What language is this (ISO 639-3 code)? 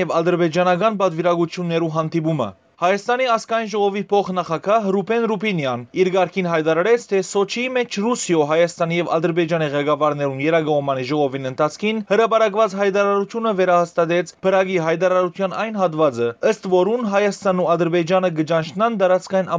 hyw